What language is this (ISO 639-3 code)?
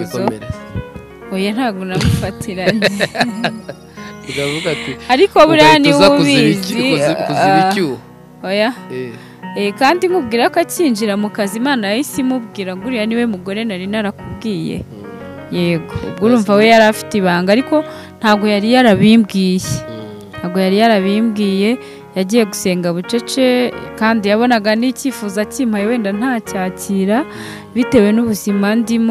kin